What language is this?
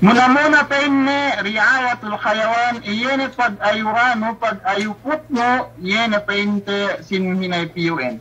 Yakan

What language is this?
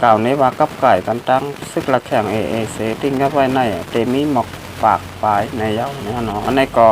Shan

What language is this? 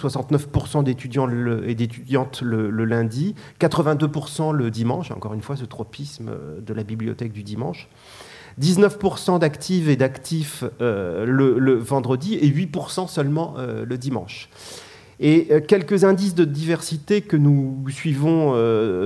French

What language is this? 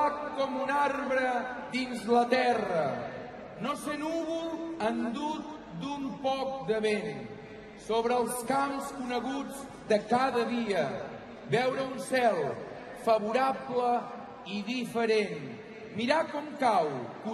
Catalan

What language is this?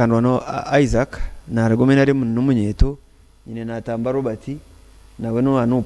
Nyankole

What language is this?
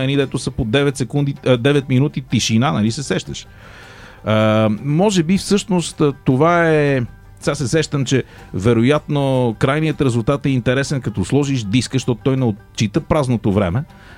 Bulgarian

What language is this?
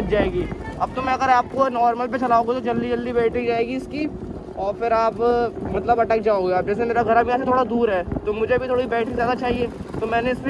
Hindi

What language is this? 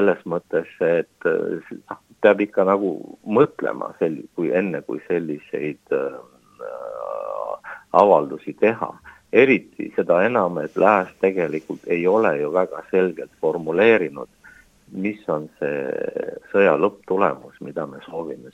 Estonian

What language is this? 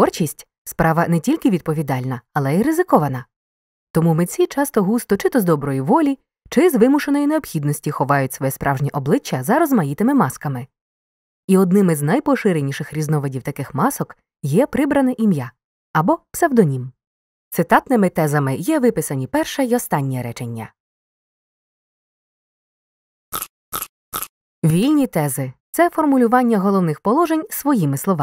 Ukrainian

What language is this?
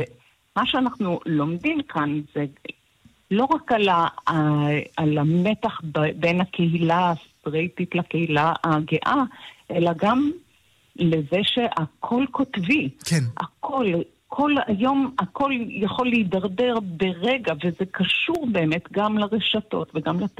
Hebrew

